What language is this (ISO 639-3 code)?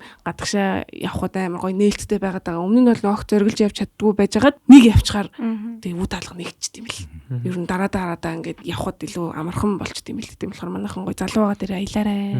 mon